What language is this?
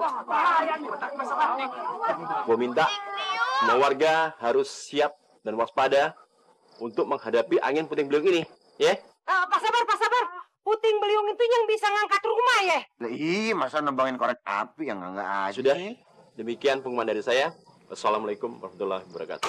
Betawi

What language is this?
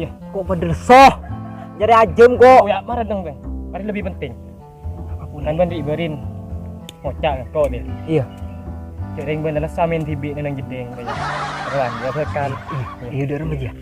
Madurese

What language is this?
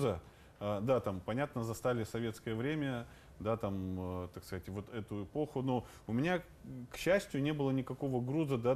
Russian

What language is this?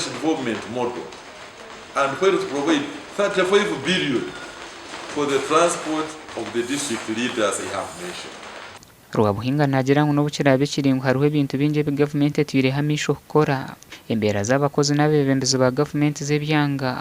Nyankole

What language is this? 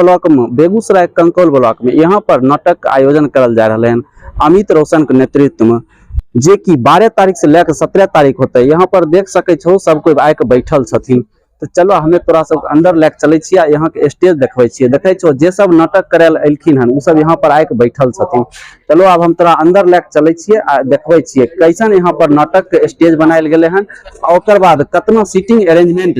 Maithili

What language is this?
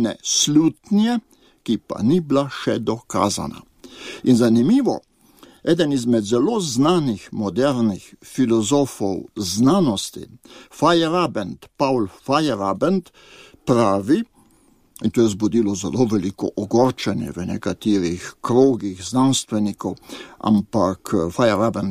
Slovenian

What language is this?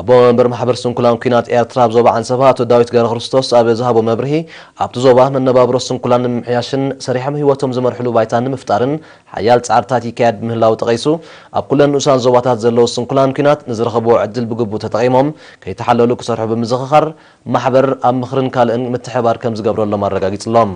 Tigrinya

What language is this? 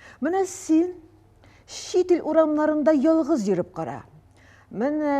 Tatar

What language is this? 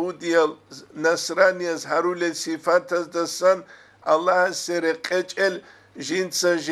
Avaric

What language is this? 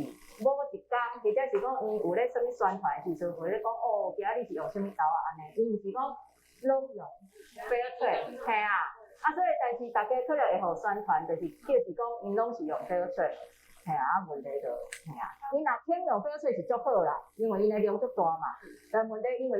Min Nan Chinese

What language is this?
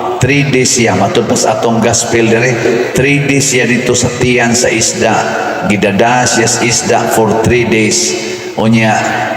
Cebuano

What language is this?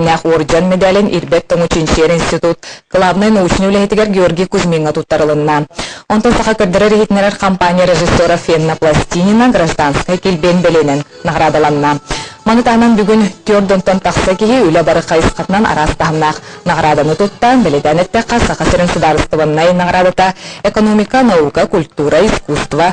Yakut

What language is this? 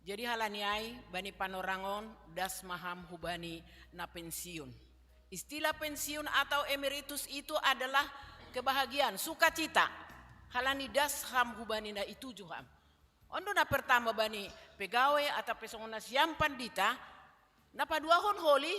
Batak Simalungun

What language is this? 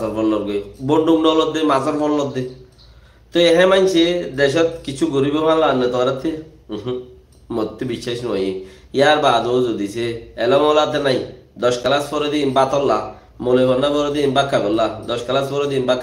Rohingya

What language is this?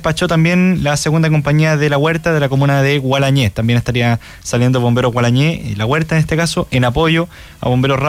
Spanish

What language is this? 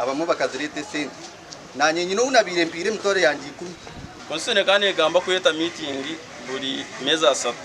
Nyankole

